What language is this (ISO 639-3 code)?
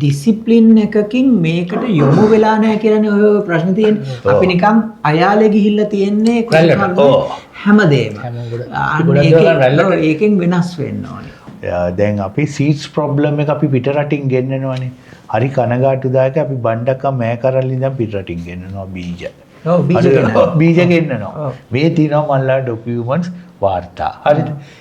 sin